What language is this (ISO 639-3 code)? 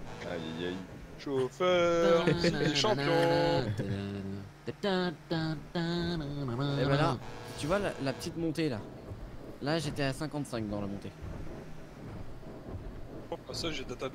fra